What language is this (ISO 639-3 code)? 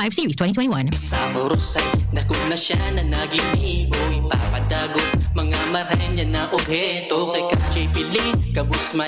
bik